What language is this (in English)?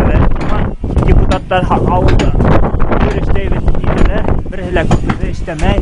Bashkir